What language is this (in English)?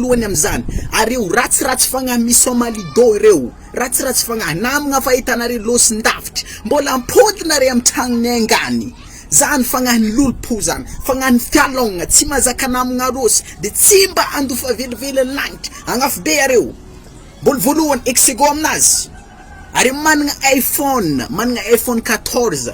Malagasy